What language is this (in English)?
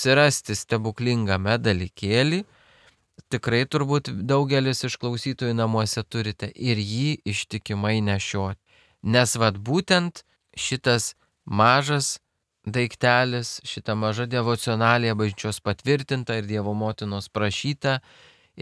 Lithuanian